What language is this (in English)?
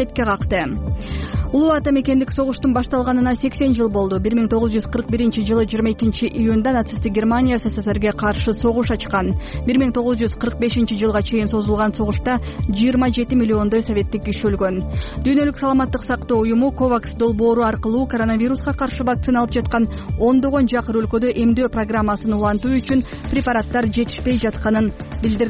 Kyrgyz